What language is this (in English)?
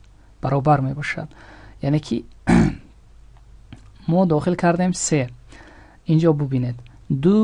Tajik